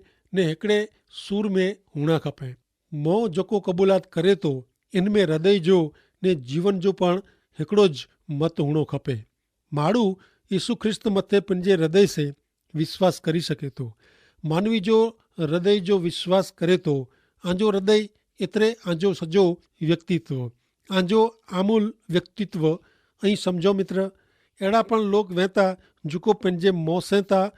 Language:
Kachhi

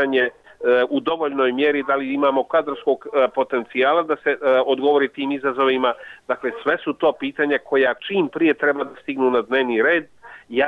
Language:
Bosnian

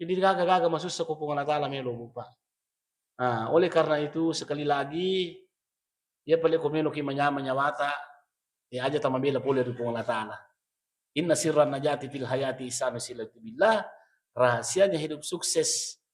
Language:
Buginese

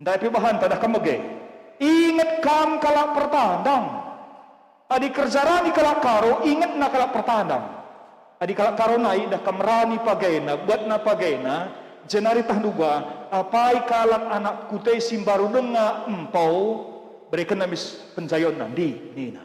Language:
Batak Karo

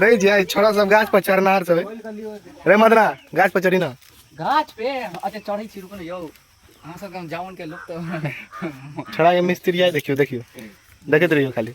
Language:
Maithili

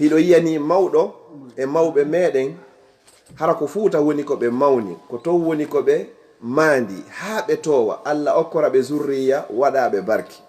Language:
Fula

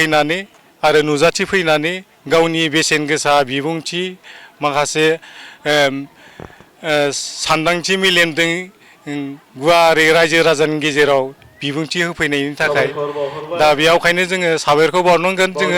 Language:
Bodo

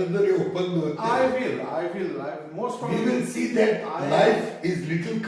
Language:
Konkani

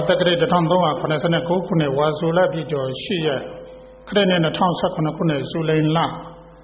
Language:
Burmese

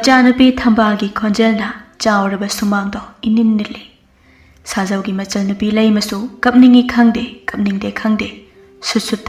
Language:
Manipuri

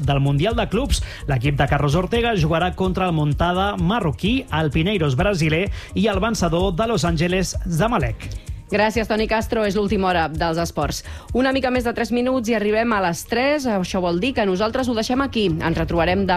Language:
Catalan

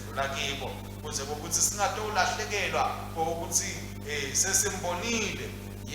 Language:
Swati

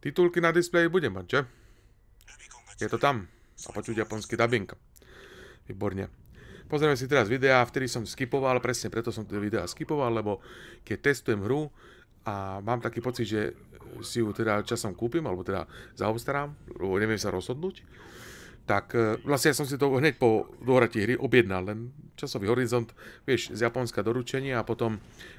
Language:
Slovak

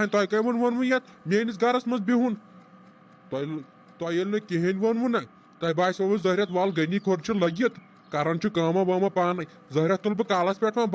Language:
Kashmiri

